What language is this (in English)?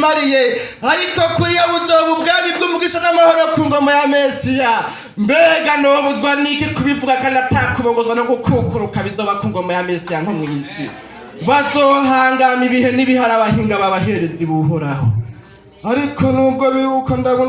Rundi